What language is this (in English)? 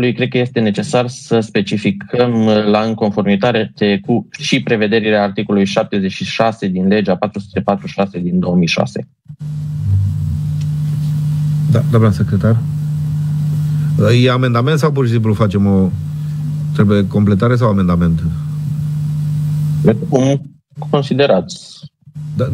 Romanian